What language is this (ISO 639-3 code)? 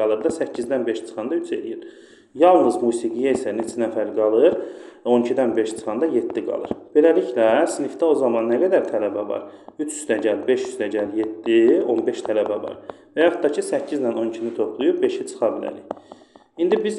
aze